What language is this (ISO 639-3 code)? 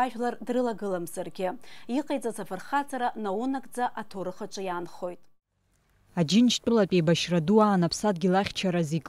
abk